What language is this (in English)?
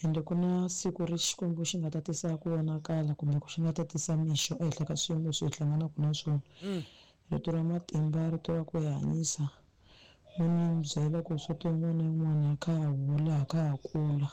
Tsonga